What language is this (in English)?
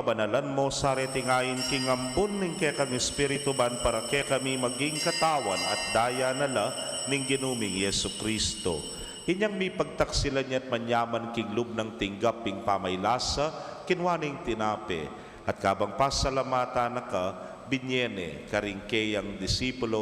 Pampanga